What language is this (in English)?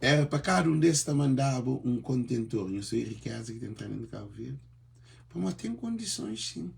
Kabuverdianu